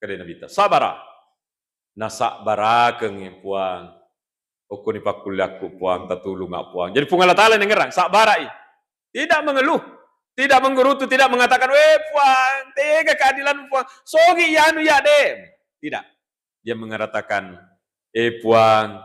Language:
Buginese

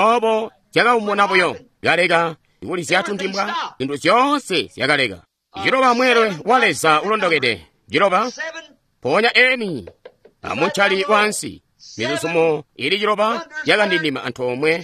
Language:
Tonga (Zambia)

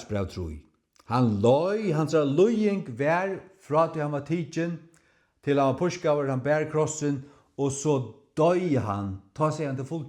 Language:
Faroese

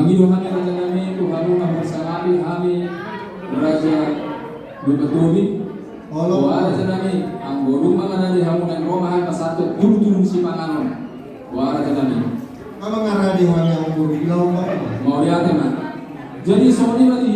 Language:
Batak Toba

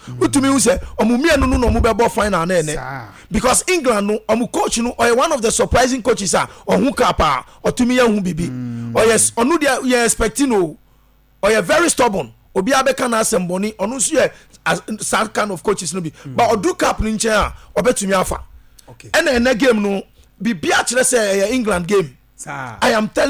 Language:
Akan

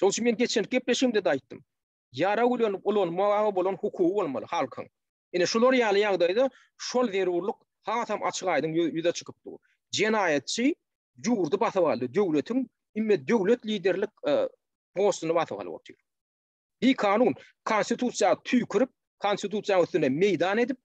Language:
Turkmen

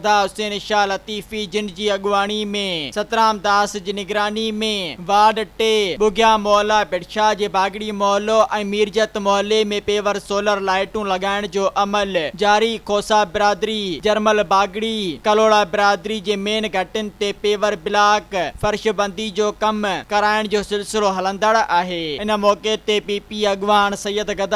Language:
Sindhi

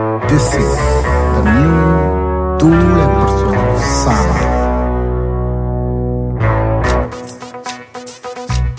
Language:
Kannada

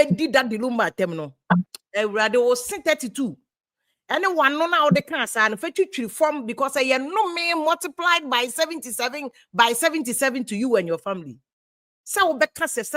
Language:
Akan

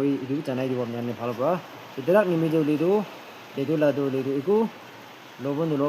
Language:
Naga Pidgin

